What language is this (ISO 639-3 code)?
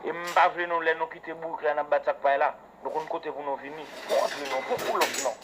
hat